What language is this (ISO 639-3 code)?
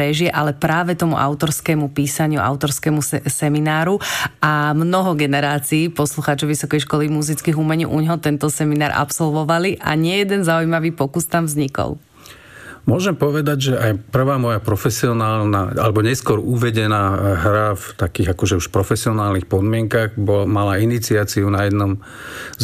slk